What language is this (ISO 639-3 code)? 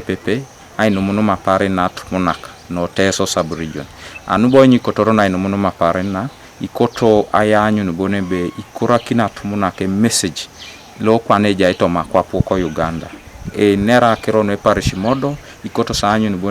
teo